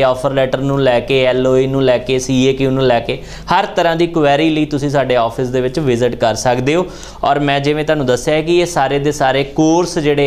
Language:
Punjabi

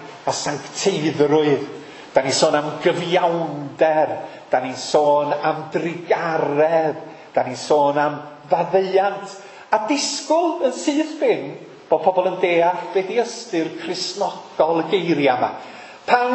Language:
Welsh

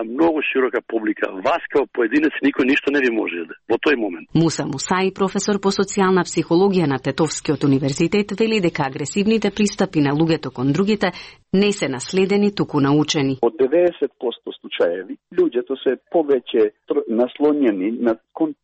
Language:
Macedonian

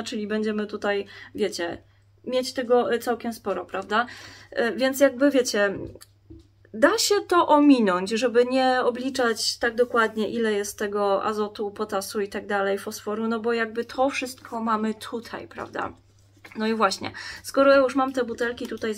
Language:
Polish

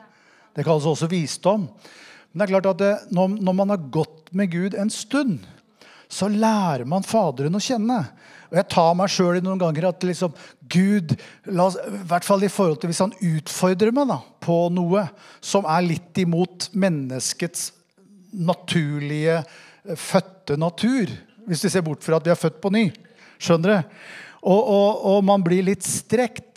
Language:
Norwegian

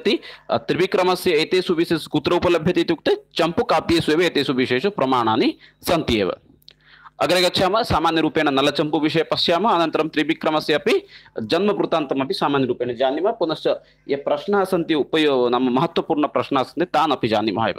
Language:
Sanskrit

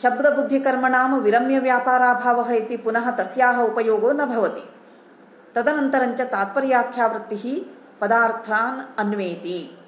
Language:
Sanskrit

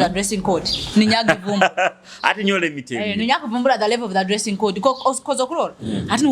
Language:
Nyoro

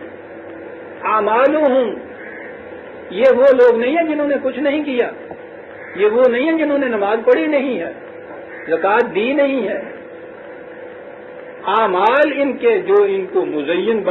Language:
Urdu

